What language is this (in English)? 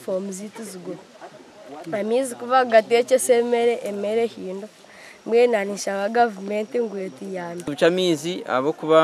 Nyankole